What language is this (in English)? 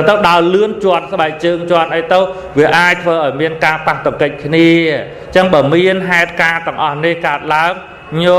Khmer